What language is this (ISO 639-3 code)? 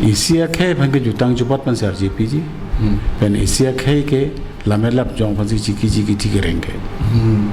mjw